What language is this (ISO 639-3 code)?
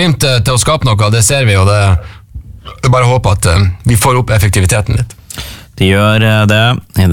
nor